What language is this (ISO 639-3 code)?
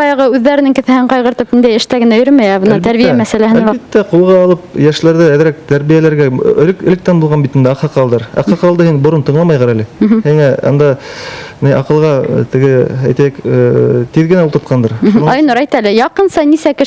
bak